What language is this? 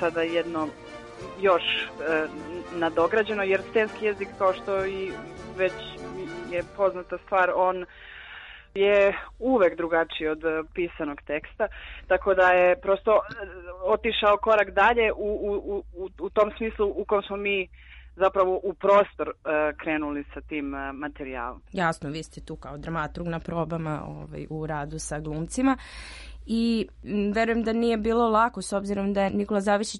Serbian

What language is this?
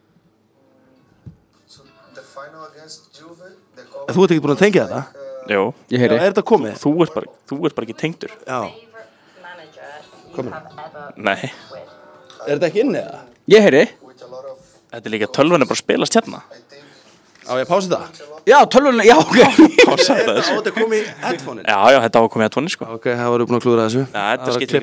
Icelandic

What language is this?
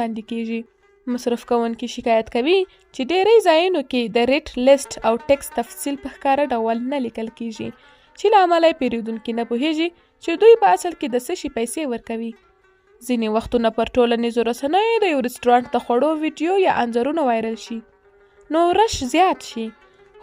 Pashto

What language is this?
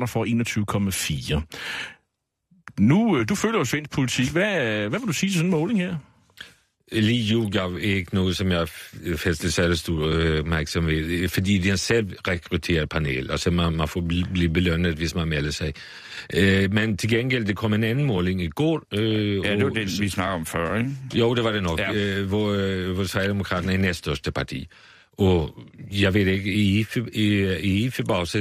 Danish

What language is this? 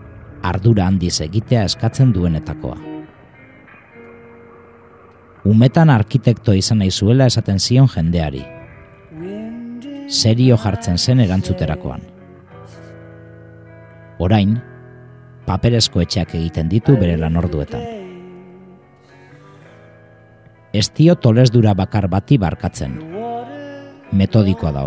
Basque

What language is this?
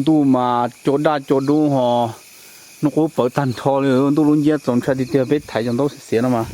Hmong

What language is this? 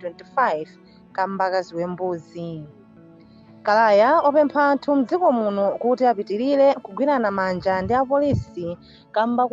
Nyanja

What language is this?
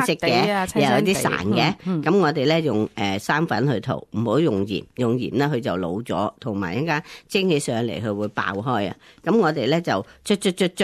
Cantonese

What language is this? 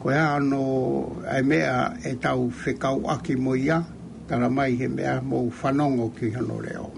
Tongan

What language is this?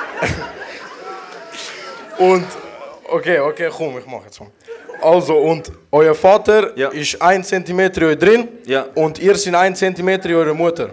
Swiss German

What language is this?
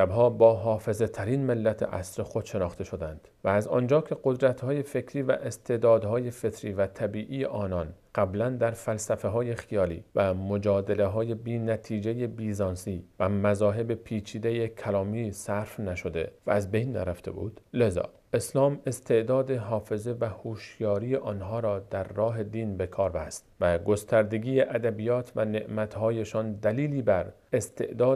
Persian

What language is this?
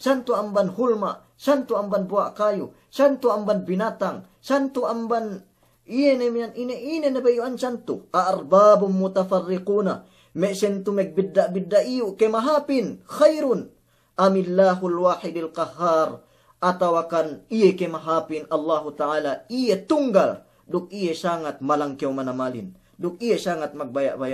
Yakan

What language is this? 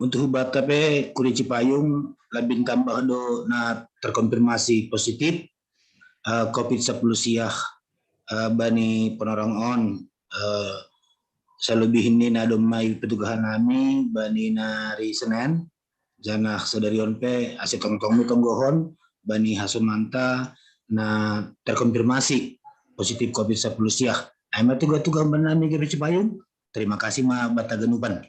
Batak Simalungun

